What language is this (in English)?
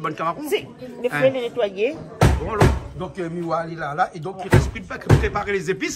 Réunion Creole French